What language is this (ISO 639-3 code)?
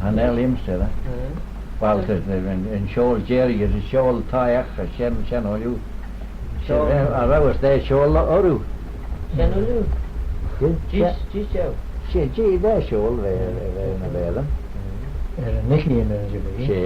glv